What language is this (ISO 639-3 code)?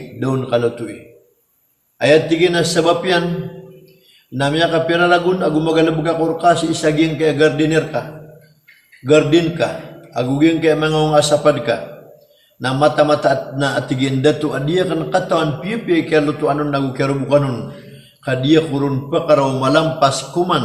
mrw